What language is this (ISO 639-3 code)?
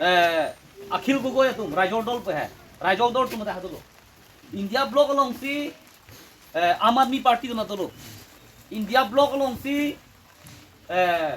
mjw